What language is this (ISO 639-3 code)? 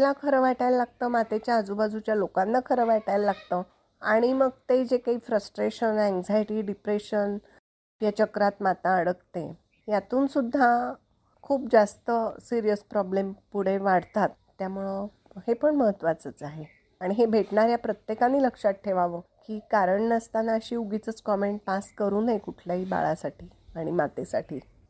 mar